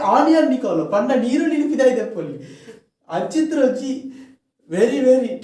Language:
Tulu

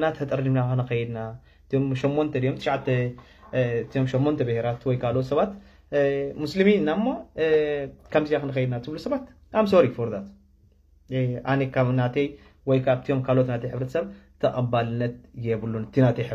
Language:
Tigrinya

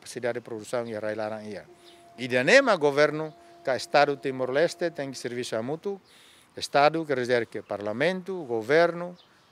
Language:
Tetum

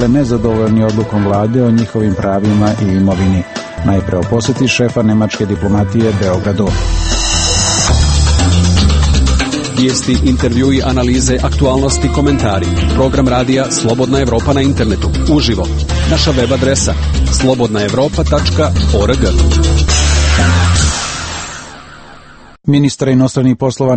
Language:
Serbian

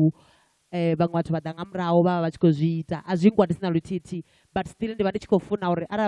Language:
Venda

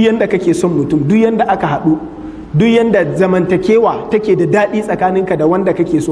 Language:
Hausa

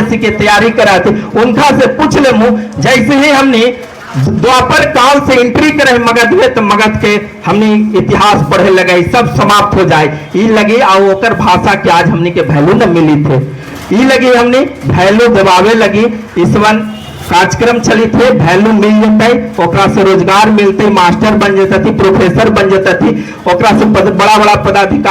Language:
Magahi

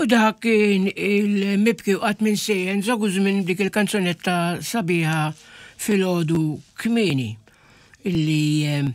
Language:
Maltese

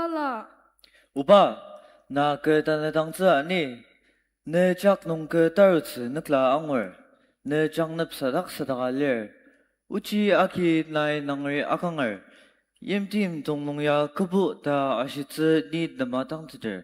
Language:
Ao Naga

